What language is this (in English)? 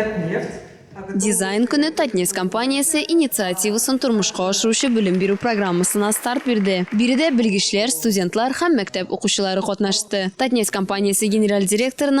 Tatar